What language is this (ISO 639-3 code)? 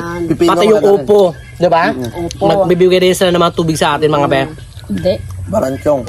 fil